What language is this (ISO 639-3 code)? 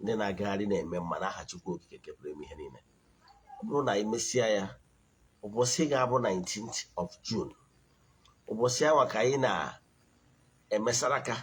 ibo